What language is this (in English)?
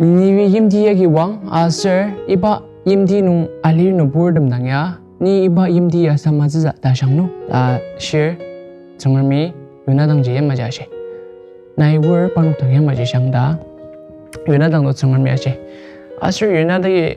Ao Naga